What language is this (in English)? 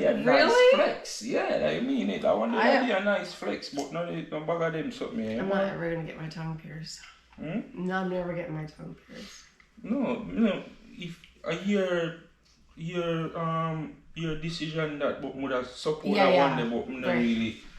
Jamaican Creole English